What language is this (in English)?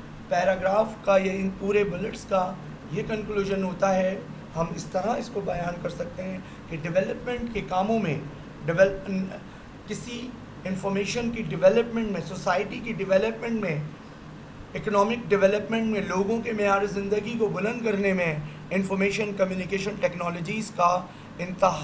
Urdu